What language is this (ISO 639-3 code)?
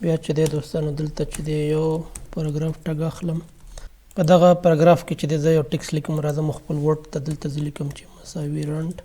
pus